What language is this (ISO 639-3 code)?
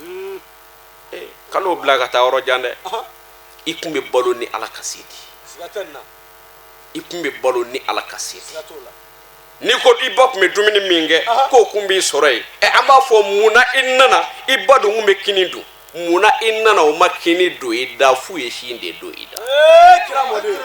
bam